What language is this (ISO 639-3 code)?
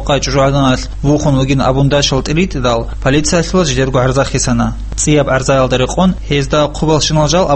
ava